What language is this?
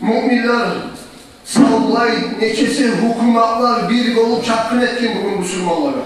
Kumyk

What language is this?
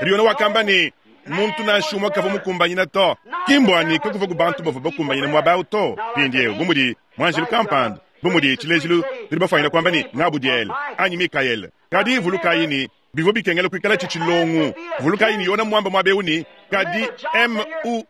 Luba-Lulua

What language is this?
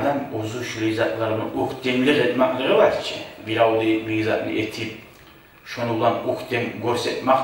Kumyk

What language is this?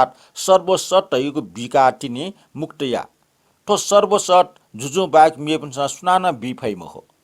Newari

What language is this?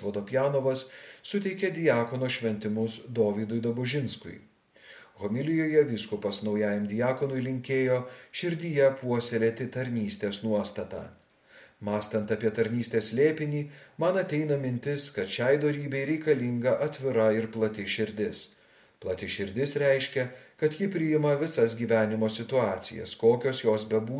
Lithuanian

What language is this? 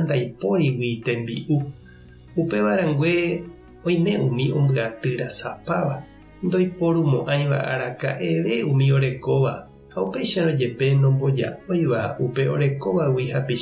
Guarani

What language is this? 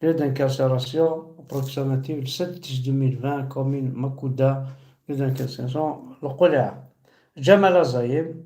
Kabyle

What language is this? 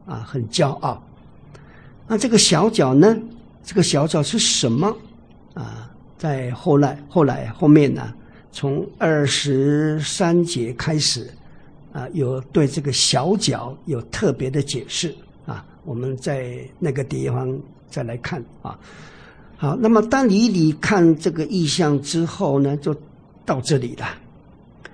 Chinese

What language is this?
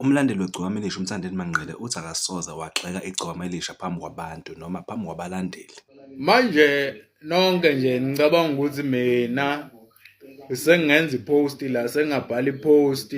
Zulu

